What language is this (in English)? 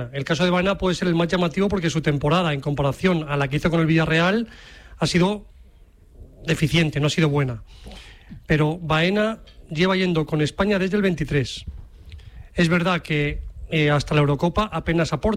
Spanish